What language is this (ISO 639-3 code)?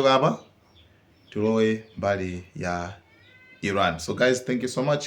nya